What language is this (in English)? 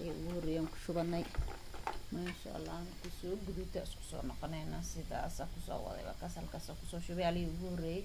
Somali